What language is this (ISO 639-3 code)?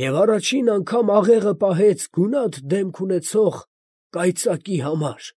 hye